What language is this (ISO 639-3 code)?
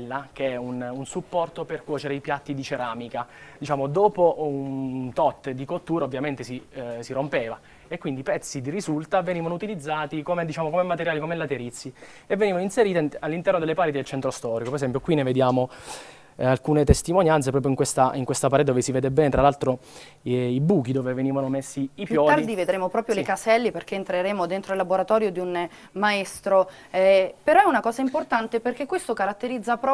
ita